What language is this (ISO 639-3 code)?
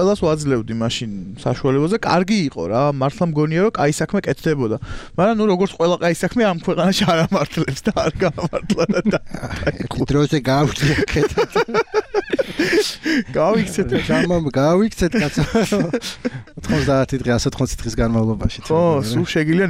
kat